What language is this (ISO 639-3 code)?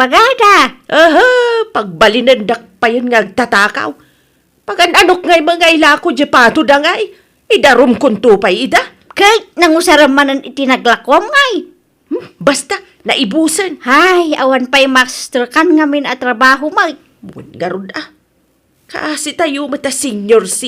ilo